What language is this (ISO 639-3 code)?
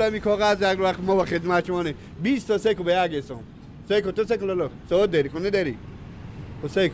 fas